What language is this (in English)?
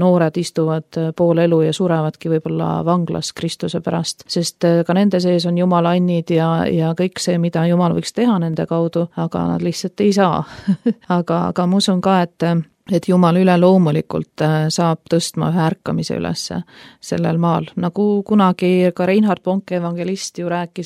Estonian